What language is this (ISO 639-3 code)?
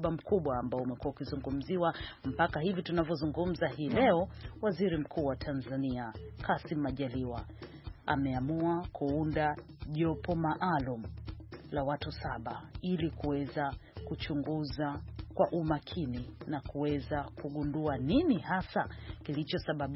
swa